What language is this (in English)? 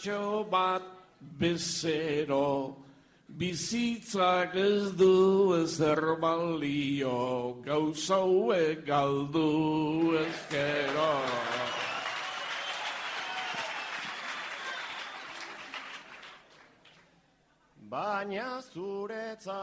Basque